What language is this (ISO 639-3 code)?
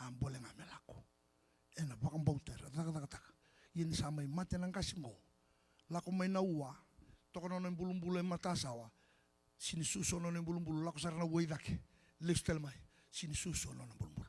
fij